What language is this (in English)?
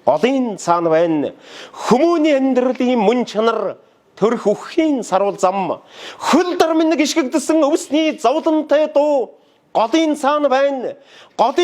Mongolian